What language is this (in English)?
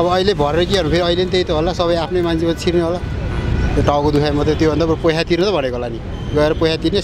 Nepali